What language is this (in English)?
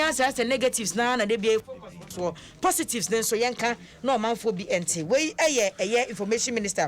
Akan